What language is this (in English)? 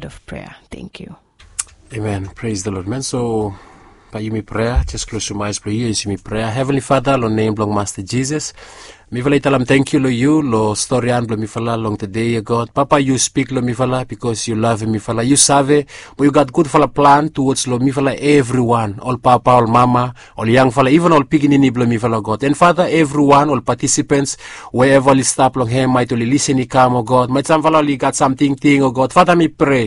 Bislama